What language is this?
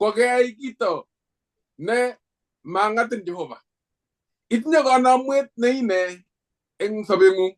Kalenjin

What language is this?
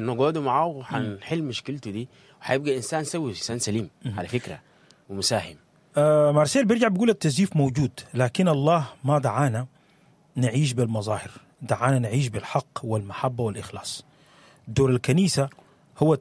Sudanese Arabic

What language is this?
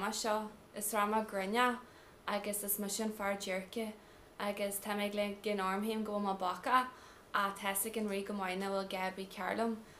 Irish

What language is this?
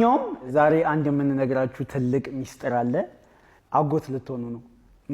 Amharic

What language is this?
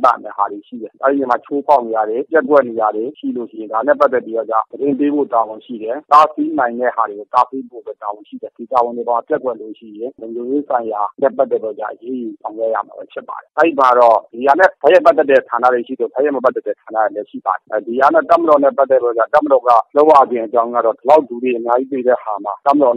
Burmese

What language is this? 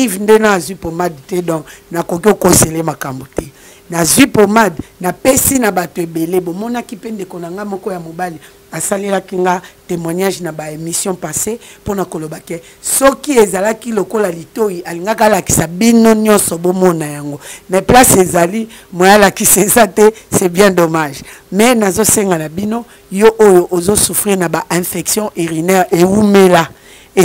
Lingala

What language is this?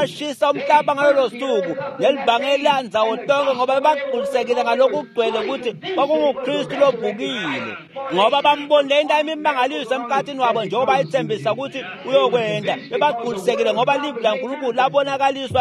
Swati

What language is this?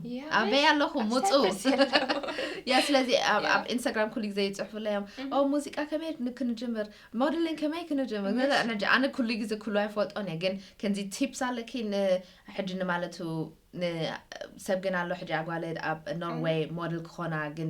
Tigrinya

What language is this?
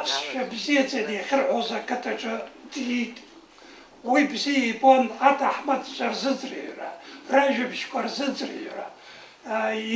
Abkhazian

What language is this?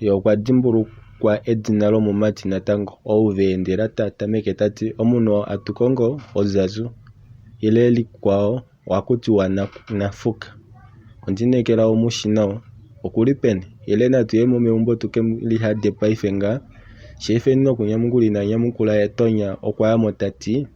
Kuanyama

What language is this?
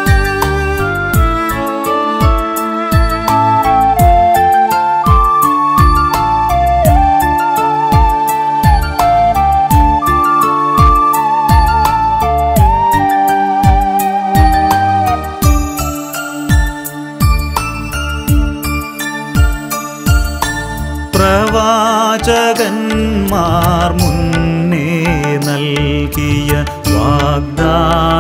Malayalam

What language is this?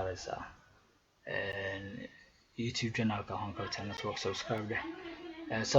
Somali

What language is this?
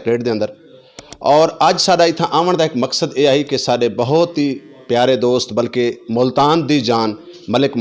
Saraiki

